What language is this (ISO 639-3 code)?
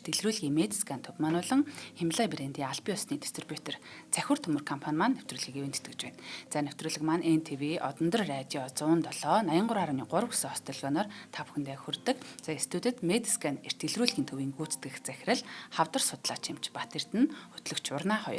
mon